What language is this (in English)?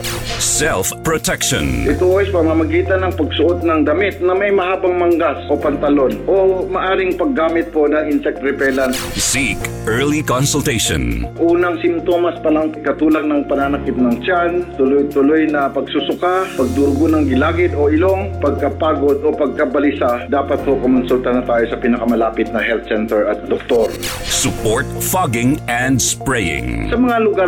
Filipino